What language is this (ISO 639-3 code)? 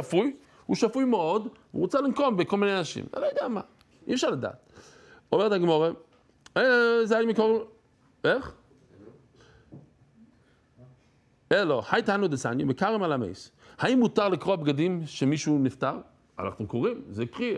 heb